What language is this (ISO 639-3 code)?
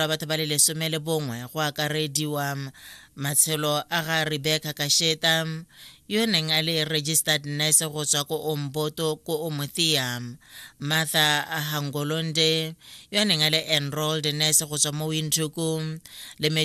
tsn